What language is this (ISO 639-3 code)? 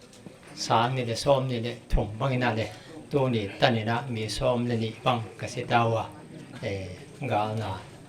pck